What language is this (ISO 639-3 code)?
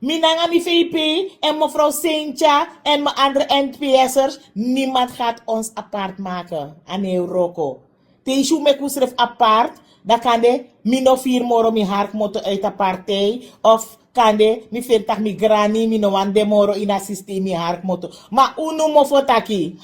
srn